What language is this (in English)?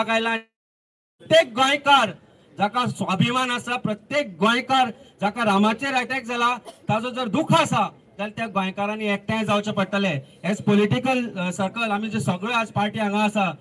Konkani